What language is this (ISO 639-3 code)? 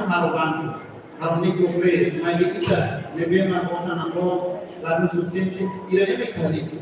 tet